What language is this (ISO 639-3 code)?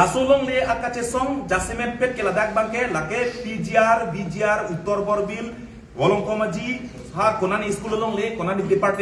mjw